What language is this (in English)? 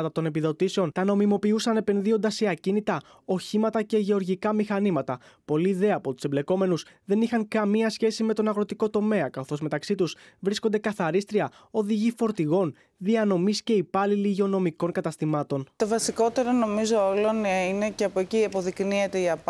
Greek